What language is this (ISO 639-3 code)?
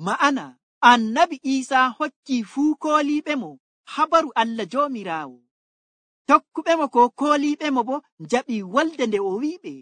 fuv